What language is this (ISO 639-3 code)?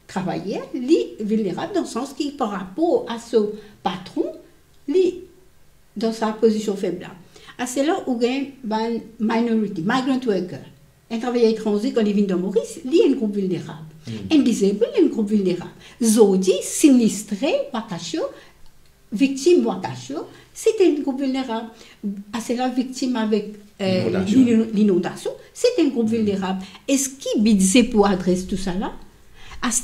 mfe